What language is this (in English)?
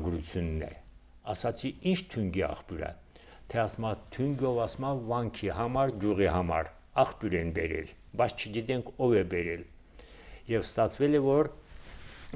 Armenian